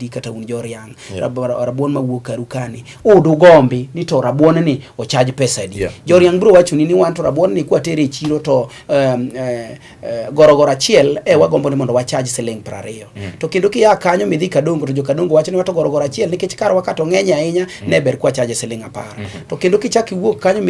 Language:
Luo (Kenya and Tanzania)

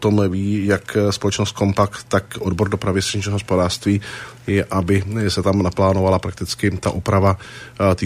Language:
Czech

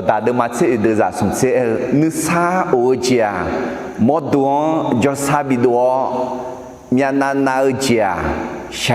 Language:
Akha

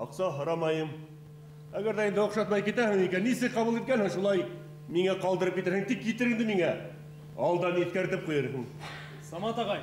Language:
Bashkir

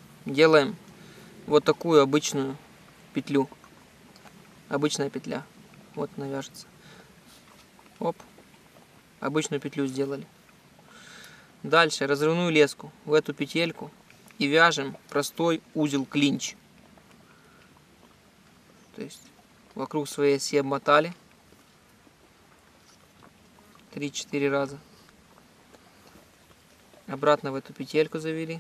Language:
Russian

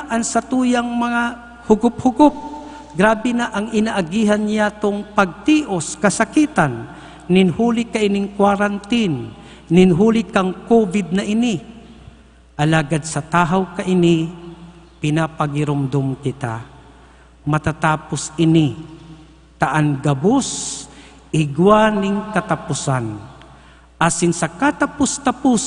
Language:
Bikol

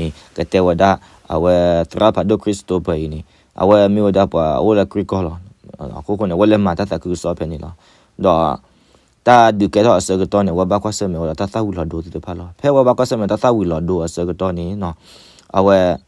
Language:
S'gaw Karen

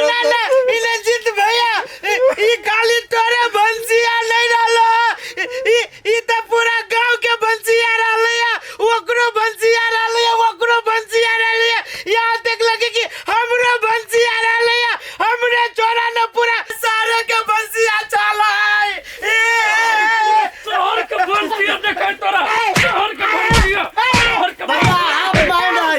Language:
Maithili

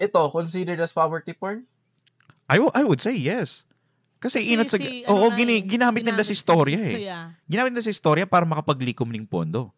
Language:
Bikol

